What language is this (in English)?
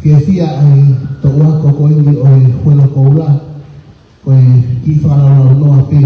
Tongan